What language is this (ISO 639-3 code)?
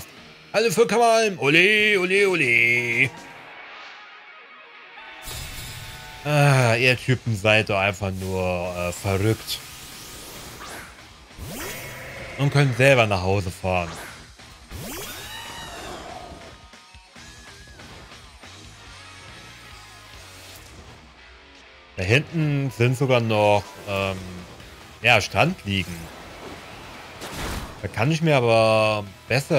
deu